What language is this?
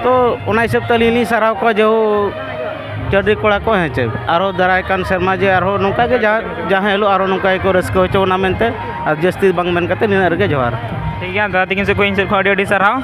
Santali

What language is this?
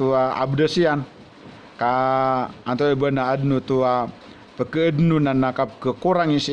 Maranao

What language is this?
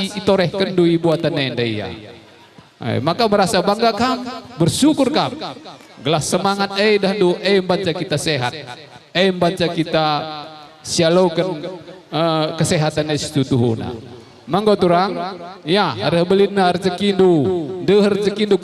Batak Karo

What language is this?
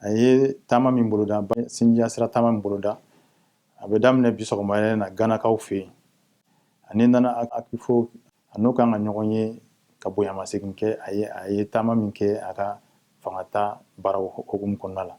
Bambara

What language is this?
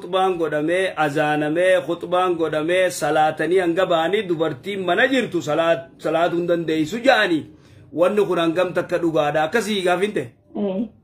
Oromo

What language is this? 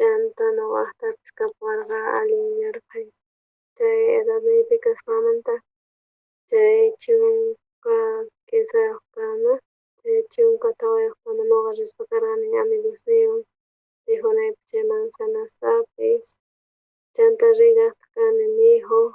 South Bolivian Quechua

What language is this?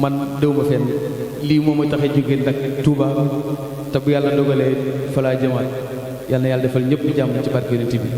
Wolof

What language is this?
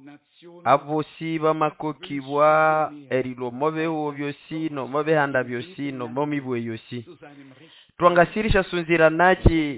Nande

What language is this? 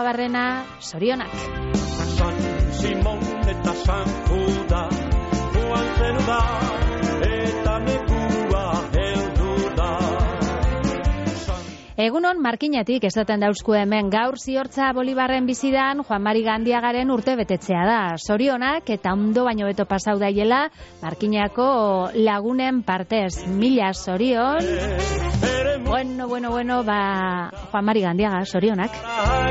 Basque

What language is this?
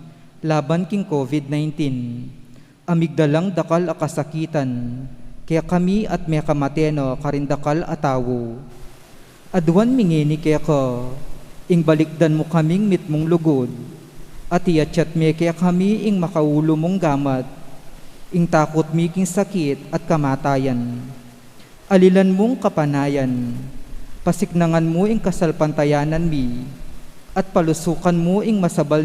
Pampanga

